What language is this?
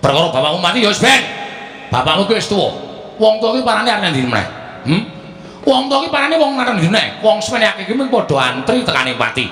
Javanese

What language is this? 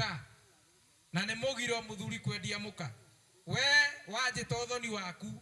Kikuyu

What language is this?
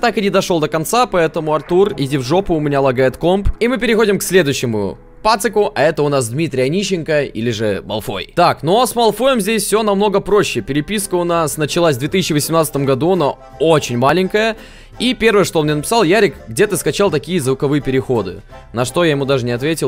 Russian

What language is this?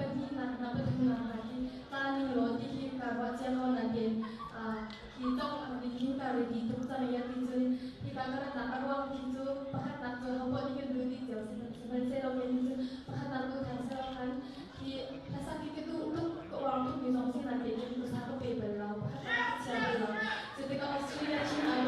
Hakha Chin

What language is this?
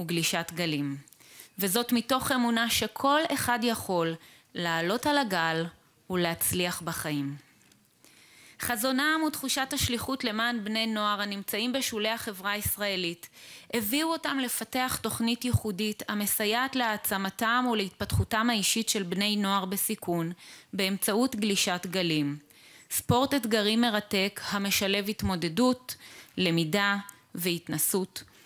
Hebrew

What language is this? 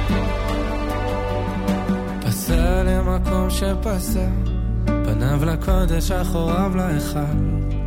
Hebrew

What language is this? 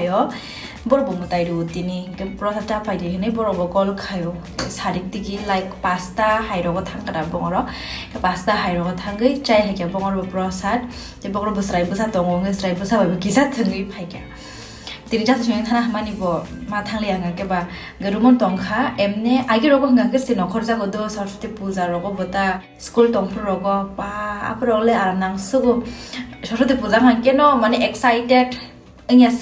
Kok Borok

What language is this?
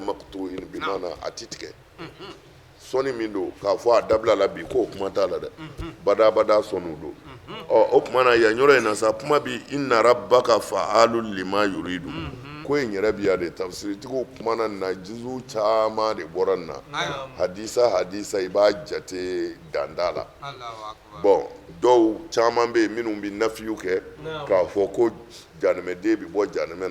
Bambara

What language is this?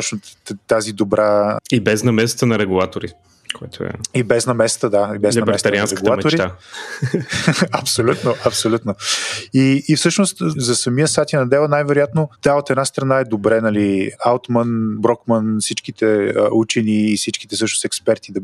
Bulgarian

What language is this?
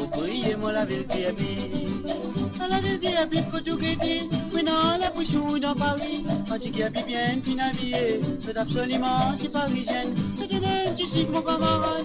Morisyen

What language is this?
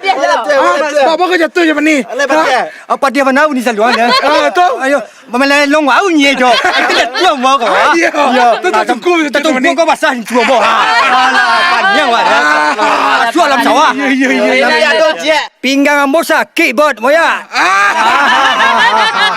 Minangkabau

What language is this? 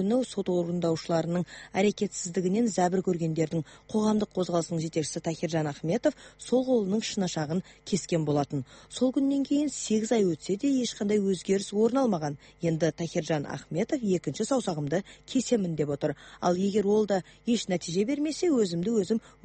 Kazakh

